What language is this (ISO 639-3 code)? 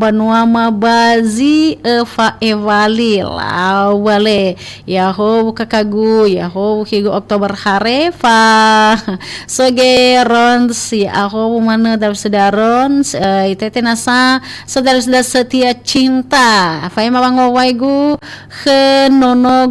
nia